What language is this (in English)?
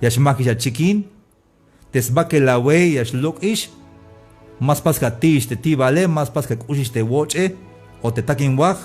Tzeltal